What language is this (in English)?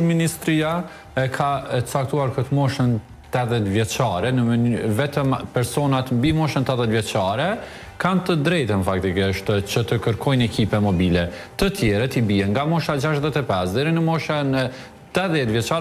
Albanian